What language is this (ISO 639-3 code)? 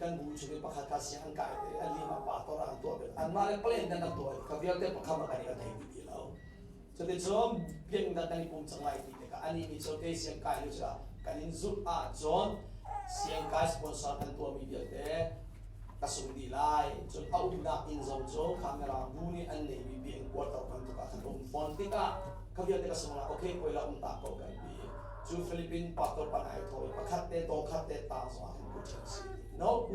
cnh